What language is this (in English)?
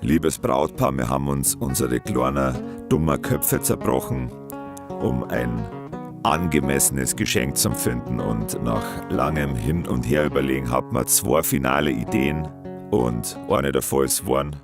Bavarian